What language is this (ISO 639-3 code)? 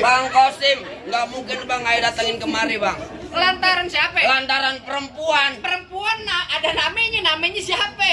bew